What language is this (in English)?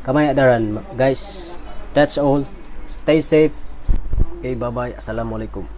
Tausug